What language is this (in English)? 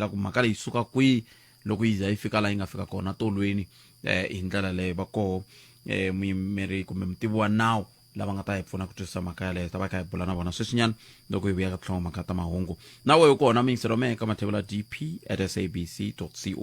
Tsonga